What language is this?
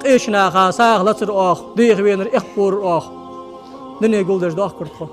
Ingush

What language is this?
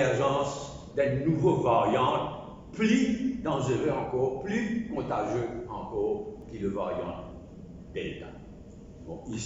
Morisyen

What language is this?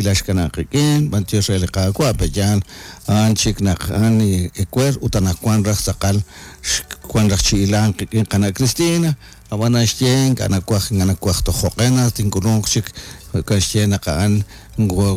Kekchí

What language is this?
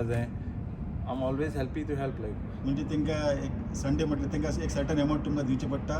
Konkani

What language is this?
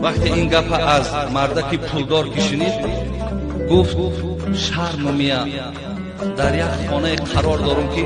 Tajik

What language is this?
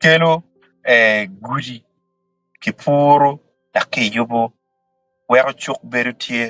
Acoli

